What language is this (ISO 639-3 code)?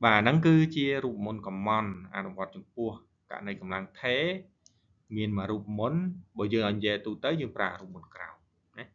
khm